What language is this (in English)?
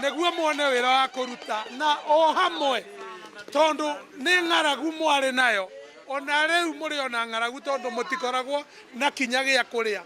Meru